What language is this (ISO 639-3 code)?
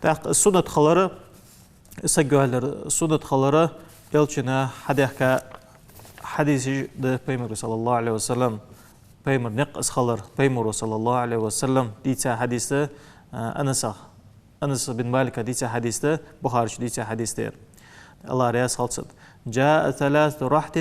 inh